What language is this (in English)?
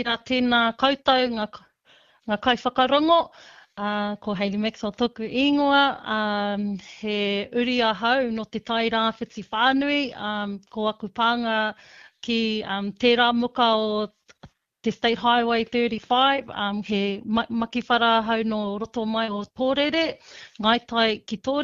Māori